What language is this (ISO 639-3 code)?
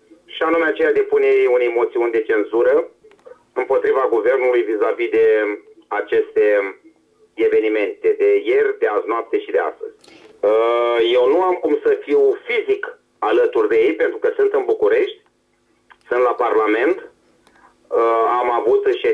ron